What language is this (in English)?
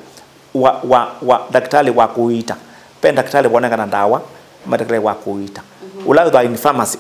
Kamba